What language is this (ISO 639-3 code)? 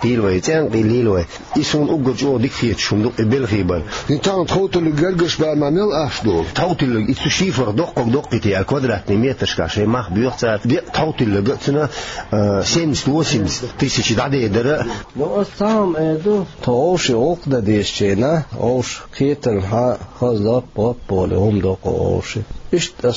che